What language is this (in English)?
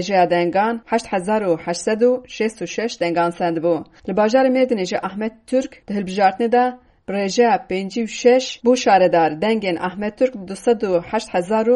Kurdish